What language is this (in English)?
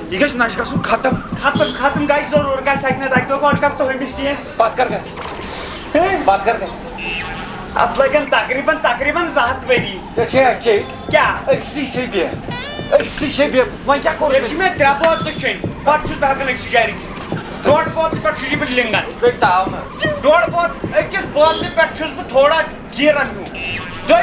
Kashmiri